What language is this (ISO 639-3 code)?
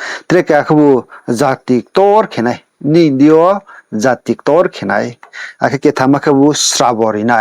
ria